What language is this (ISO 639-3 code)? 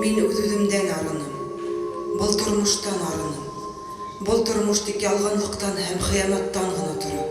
bak